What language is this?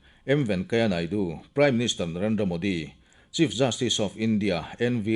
Mizo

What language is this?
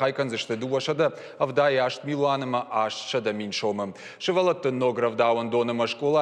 Ossetic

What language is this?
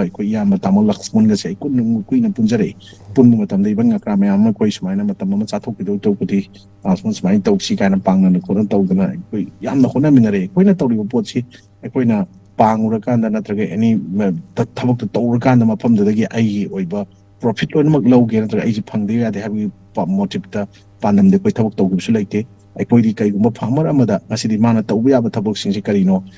Manipuri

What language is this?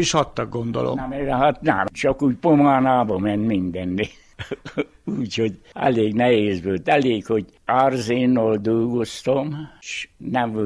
Hungarian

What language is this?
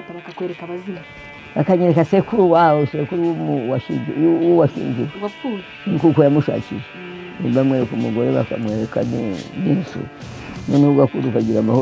Kinyarwanda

